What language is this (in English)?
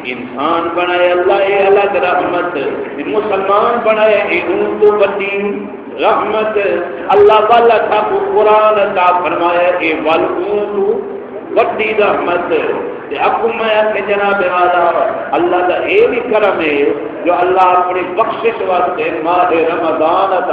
Saraiki